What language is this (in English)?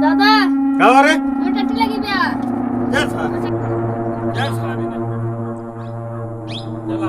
Awadhi